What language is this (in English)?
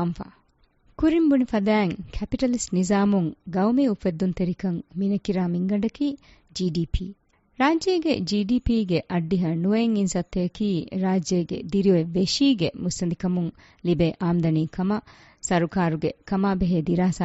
Divehi